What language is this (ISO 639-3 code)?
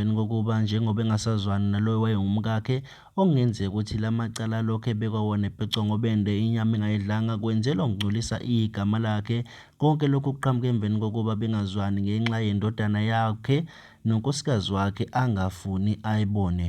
zul